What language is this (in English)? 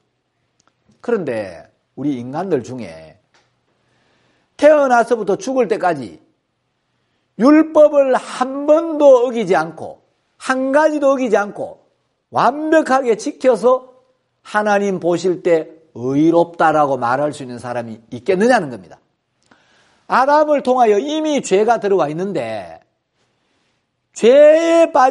Korean